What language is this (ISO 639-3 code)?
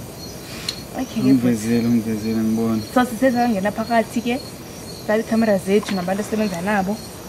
zul